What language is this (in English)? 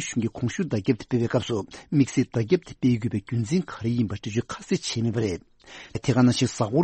Tibetan